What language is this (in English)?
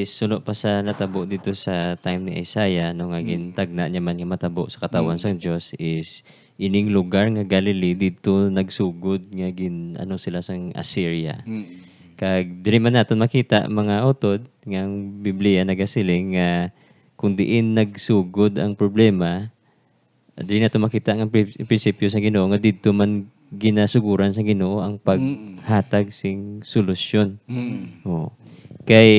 Hiligaynon